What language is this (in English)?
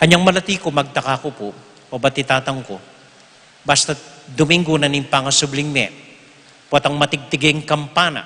Pampanga